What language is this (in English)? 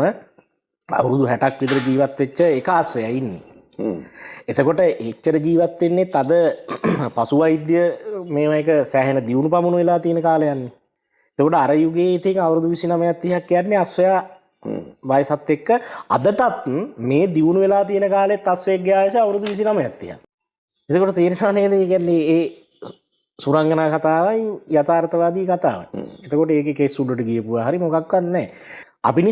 Sinhala